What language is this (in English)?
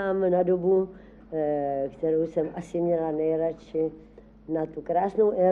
Czech